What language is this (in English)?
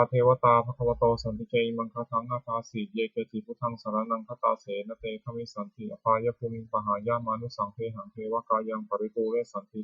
Pali